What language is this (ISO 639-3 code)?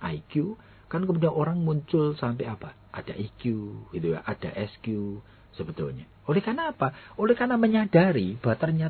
ind